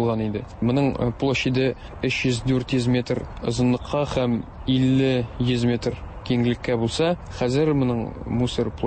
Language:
Tatar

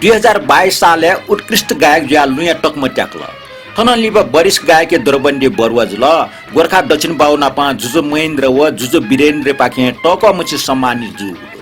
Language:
Newari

